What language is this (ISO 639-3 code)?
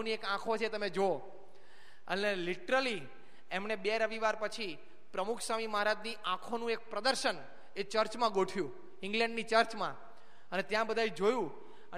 guj